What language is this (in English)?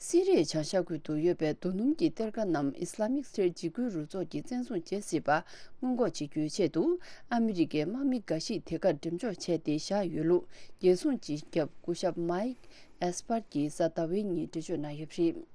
Tibetan